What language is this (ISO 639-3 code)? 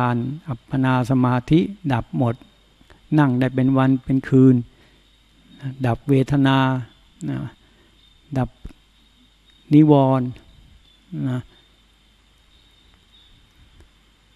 tha